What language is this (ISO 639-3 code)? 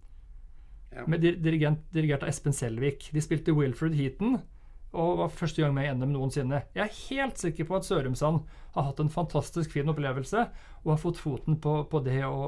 nor